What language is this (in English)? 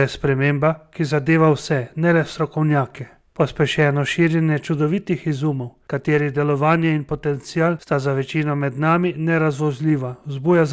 Slovenian